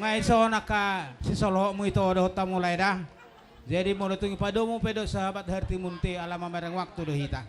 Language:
Batak Toba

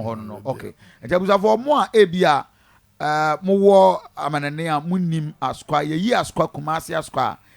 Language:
Akan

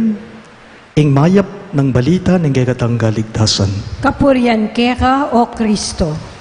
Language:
Pampanga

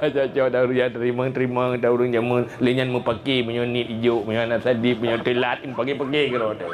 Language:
Achinese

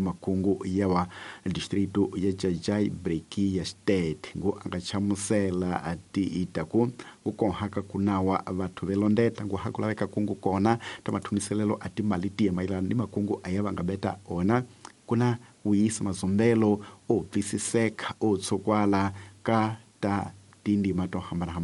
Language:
Tsonga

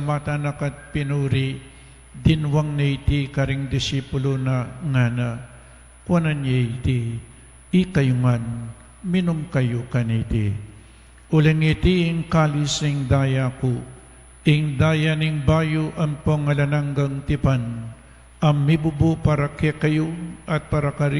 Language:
Pampanga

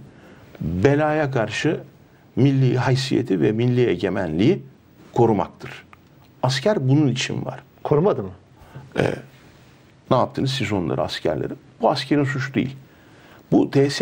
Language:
Turkish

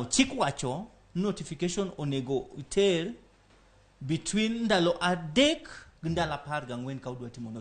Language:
Luo (Kenya and Tanzania)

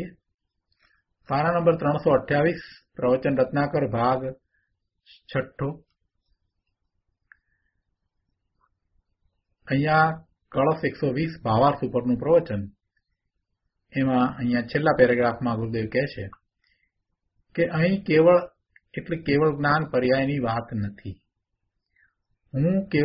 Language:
Gujarati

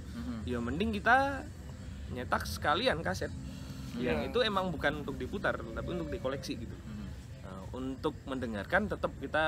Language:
Indonesian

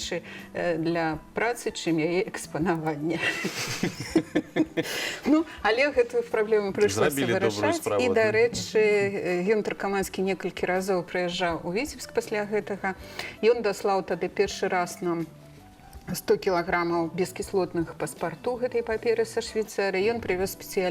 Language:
Belarusian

